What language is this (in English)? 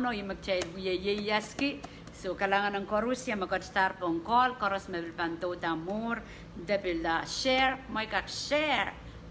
Pohnpeian